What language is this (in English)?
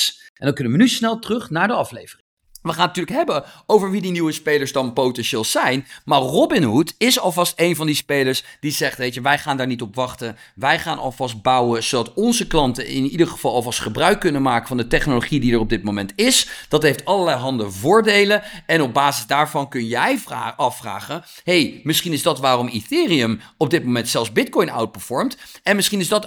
Dutch